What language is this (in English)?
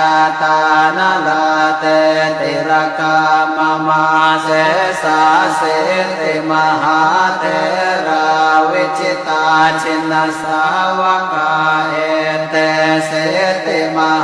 Pali